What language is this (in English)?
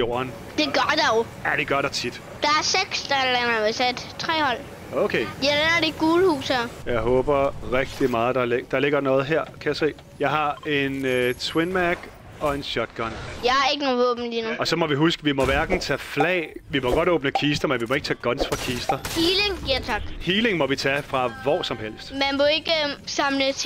Danish